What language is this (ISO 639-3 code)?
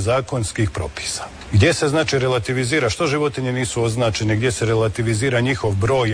hrv